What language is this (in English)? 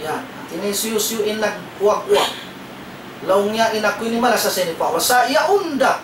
Tausug